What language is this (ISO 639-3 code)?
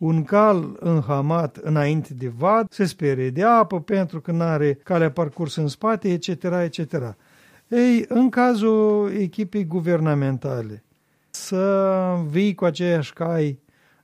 ron